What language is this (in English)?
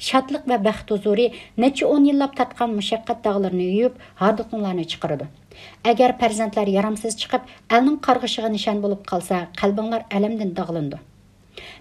Uyghur